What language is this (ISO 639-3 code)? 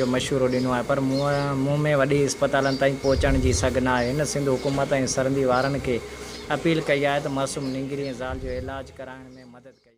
snd